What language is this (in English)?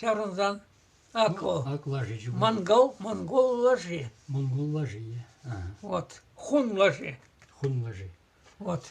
Chuvash